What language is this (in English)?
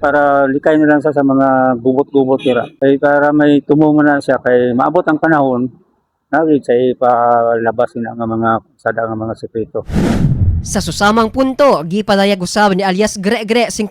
Cebuano